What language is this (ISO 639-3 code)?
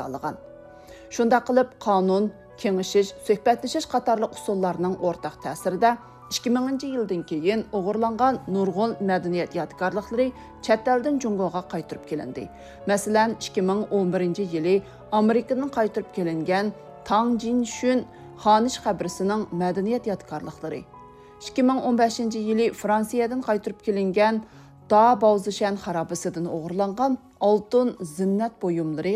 uig